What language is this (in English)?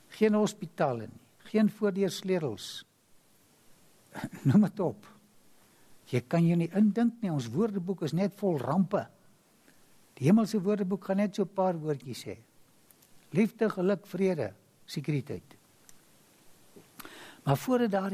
Afrikaans